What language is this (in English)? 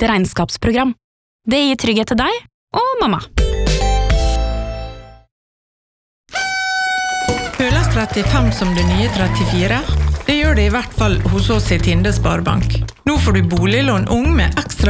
Norwegian